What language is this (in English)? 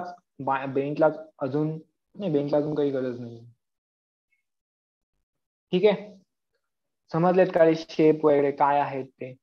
Marathi